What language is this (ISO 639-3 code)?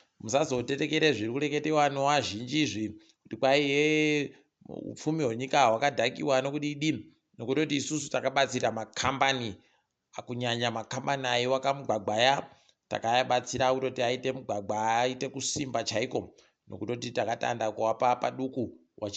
ndc